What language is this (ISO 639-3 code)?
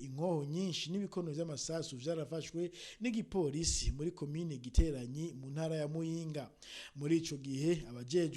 run